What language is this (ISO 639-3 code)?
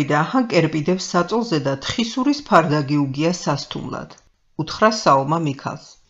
kat